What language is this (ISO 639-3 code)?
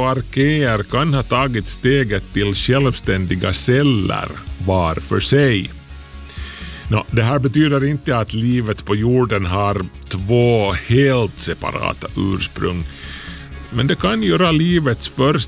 swe